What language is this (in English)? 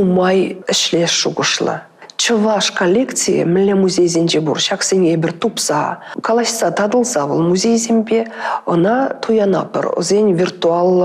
Chuvash